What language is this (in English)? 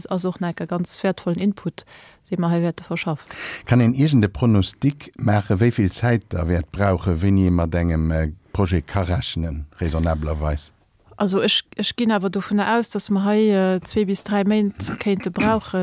Luxembourgish